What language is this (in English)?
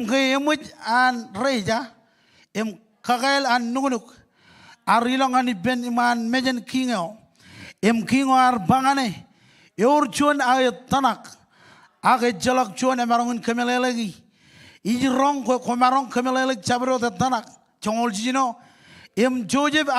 Marshallese